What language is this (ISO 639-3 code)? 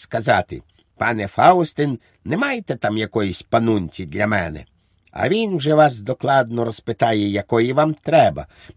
ukr